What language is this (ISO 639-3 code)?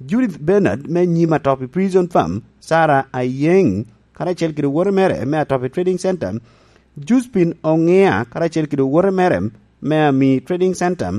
laj